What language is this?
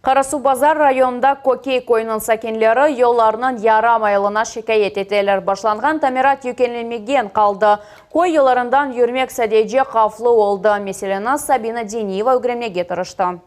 Crimean Tatar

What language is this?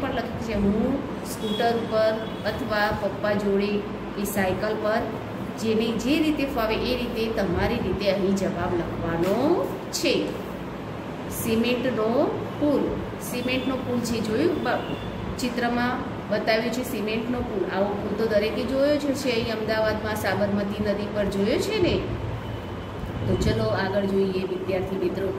Gujarati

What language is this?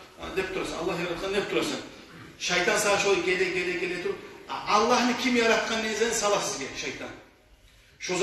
Kumyk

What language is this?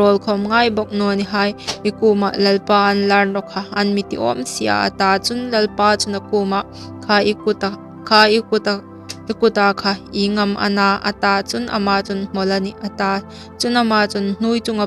Hmar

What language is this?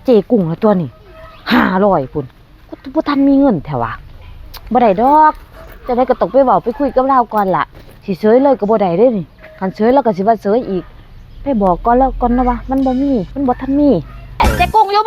Northeastern Thai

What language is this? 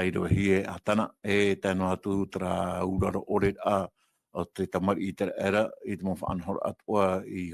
Tahitian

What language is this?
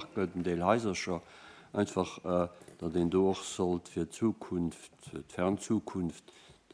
Luxembourgish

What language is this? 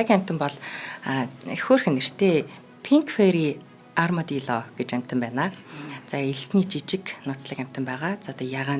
Mongolian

